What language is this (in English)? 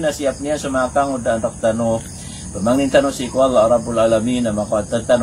Maranao